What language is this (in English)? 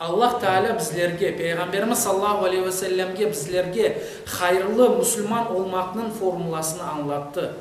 Crimean Tatar